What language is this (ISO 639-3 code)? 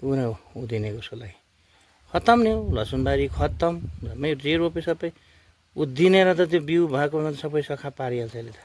nep